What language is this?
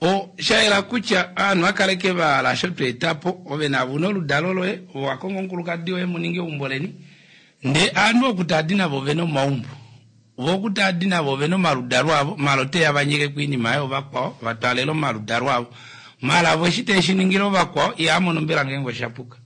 Kuanyama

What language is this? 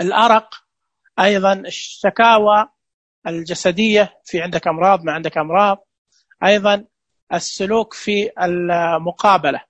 Najdi Arabic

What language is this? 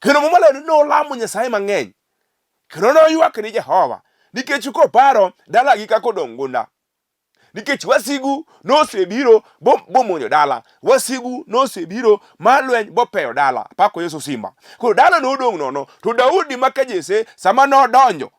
Luo (Kenya and Tanzania)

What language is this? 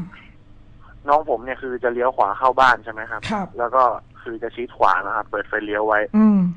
Thai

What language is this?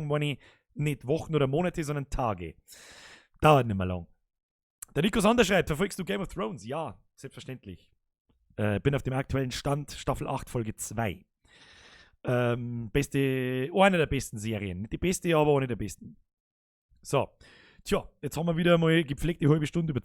Bavarian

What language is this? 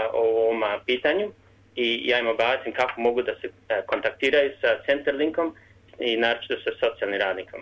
Serbian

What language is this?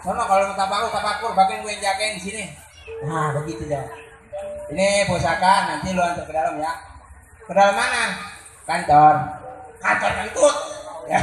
Betawi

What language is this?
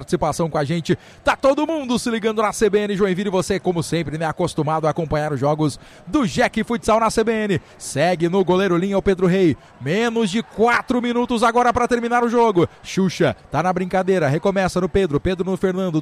Portuguese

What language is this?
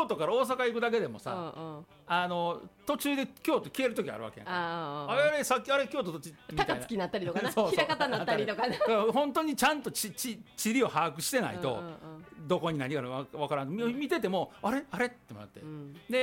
Japanese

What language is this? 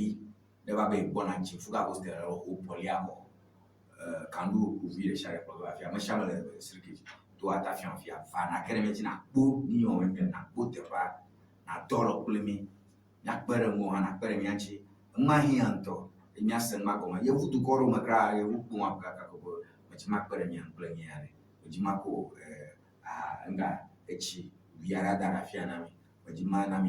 Ewe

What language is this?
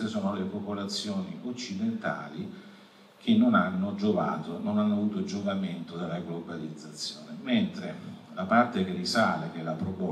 Italian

